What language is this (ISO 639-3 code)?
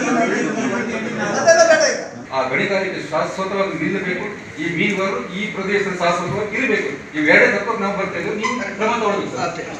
kan